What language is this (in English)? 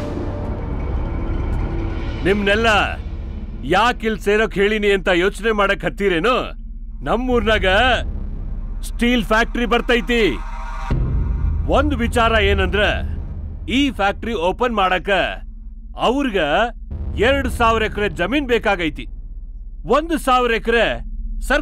Kannada